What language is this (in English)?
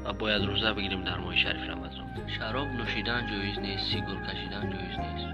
Tajik